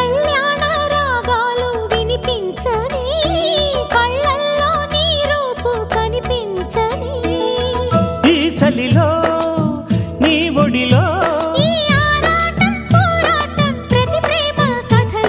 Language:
Telugu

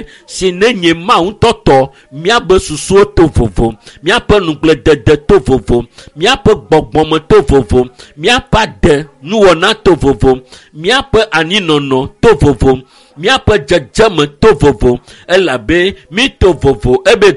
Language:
Ewe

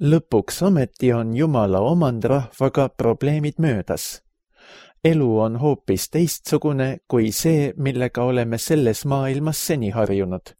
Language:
Estonian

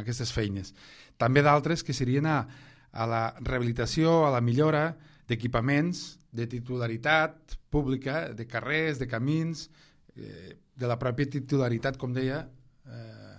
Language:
Catalan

